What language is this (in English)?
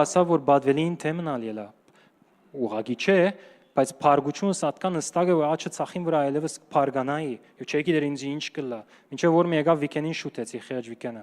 Western Armenian